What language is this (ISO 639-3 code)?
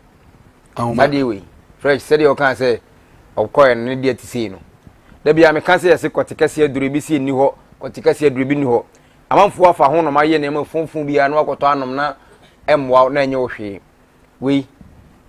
aka